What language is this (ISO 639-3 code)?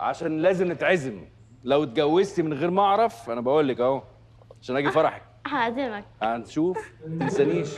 arz